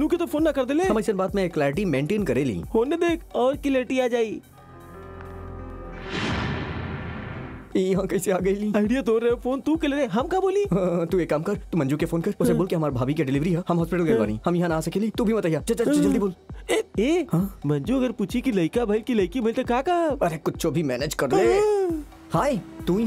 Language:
Bhojpuri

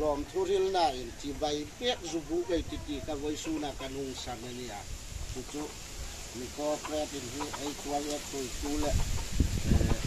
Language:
Hmar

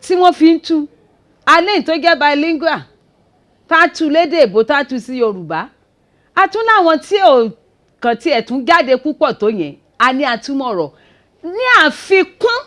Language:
Yoruba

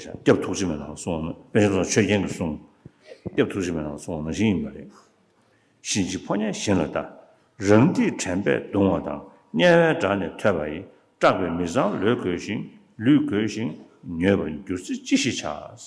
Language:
Tibetan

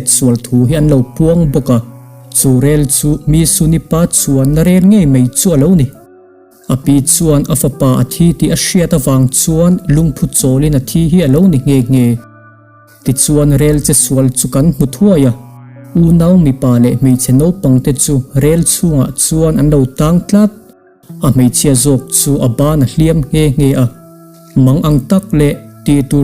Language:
Mizo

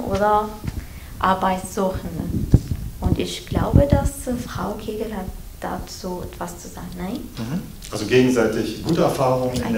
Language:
German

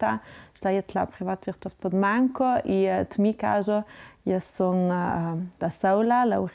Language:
Ladin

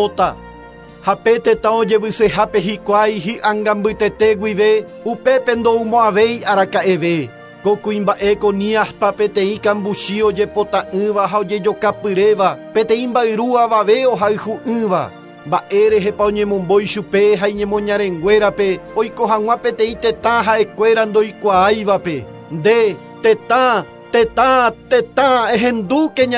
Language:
Guarani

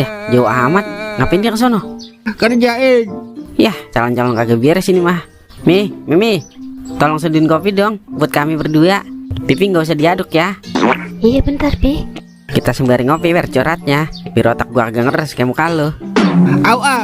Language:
Betawi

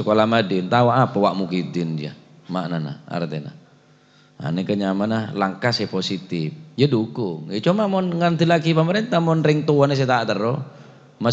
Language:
Madurese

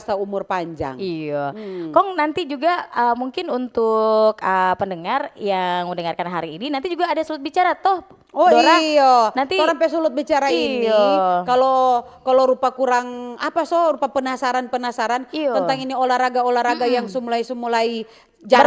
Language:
Manado Malay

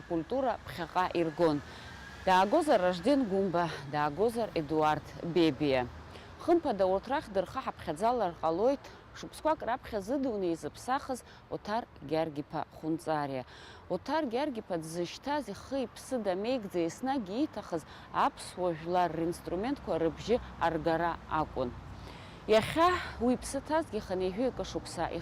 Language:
Abkhazian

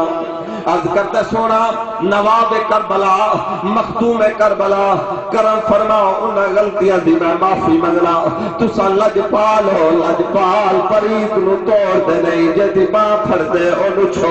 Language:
Saraiki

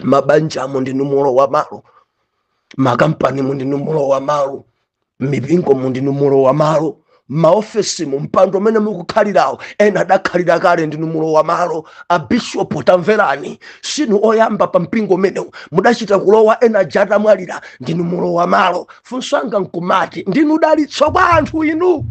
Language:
Nyanja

